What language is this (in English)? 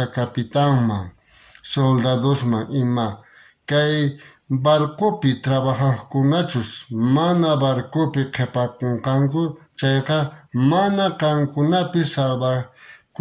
South Bolivian Quechua